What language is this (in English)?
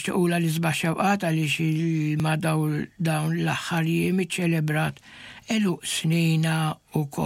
Maltese